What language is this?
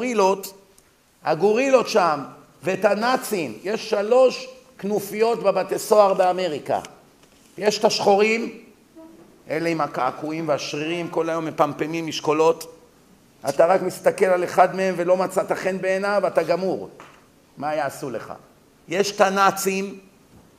Hebrew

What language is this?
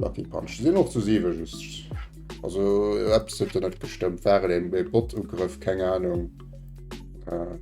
Luxembourgish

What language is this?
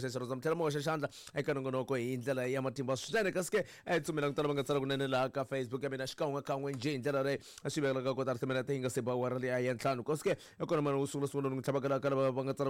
Tsonga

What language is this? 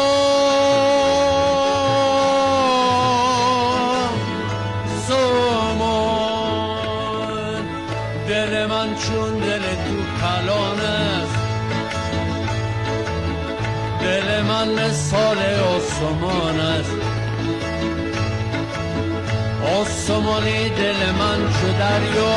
Persian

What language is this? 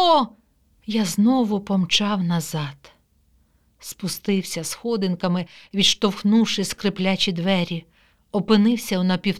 Ukrainian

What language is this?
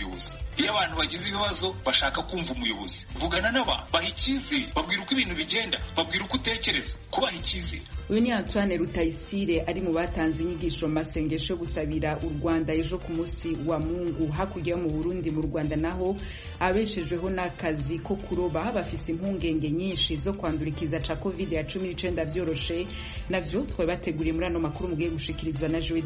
Kinyarwanda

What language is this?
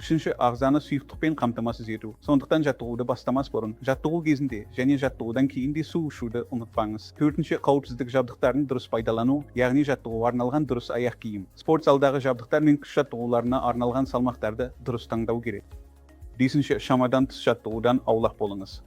Kazakh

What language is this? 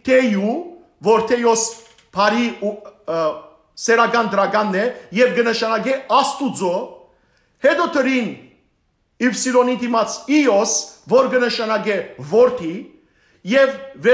Western Armenian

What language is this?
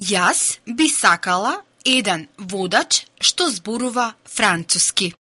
Macedonian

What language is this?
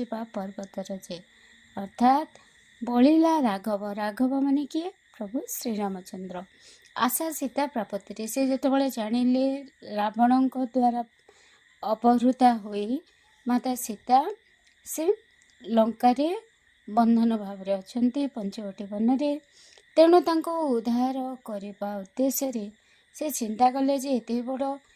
Odia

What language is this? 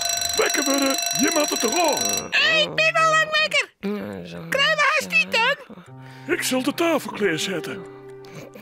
Western Frisian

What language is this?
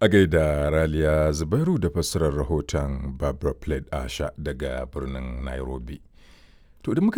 Hausa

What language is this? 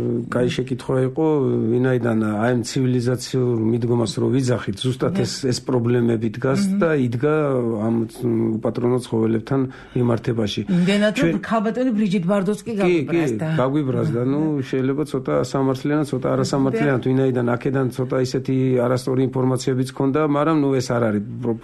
Georgian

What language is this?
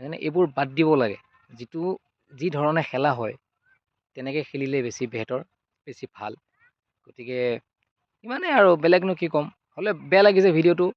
Assamese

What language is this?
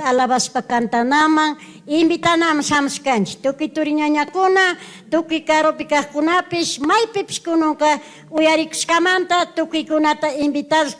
Chimborazo Highland Quichua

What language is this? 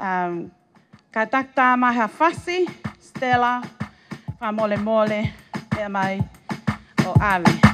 Tongan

